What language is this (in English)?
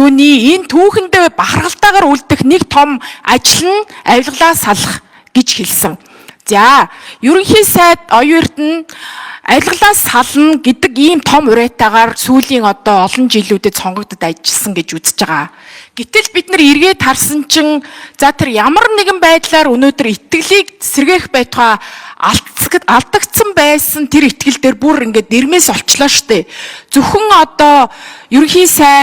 Mongolian